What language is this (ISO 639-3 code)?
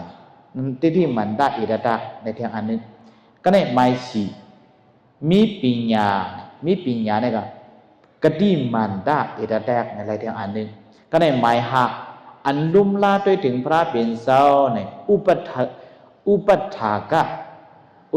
shn